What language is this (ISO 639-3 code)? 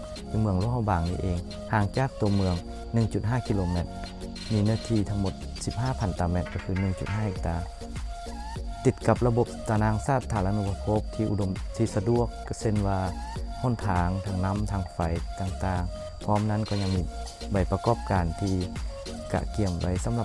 lao